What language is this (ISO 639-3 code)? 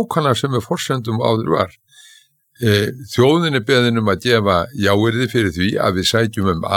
isl